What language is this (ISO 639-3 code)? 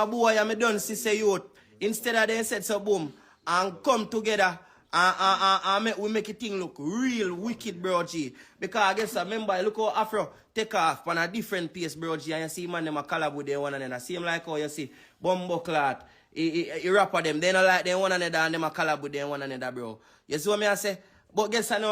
jam